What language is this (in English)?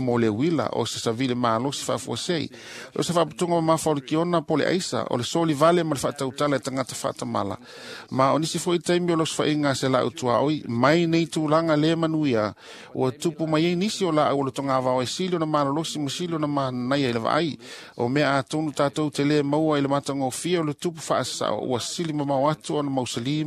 Samoan